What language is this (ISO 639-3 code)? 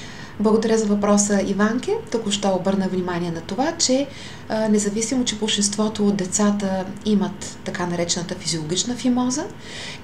bul